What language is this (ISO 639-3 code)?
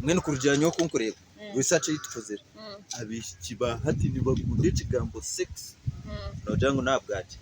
nyn